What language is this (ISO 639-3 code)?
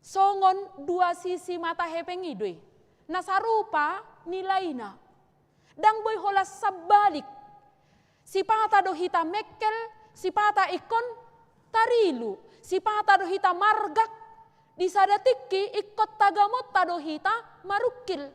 bbc